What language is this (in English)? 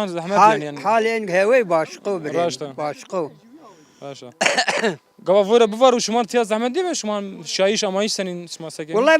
Zaza